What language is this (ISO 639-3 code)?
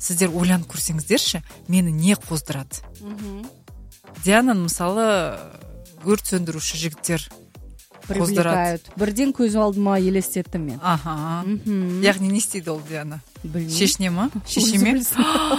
kaz